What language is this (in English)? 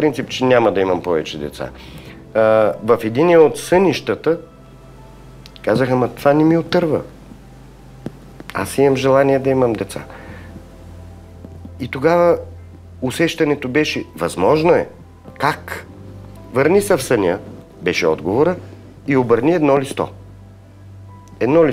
Bulgarian